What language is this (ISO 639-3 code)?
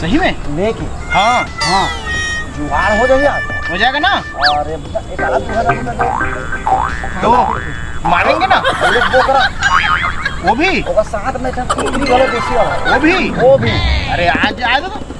hne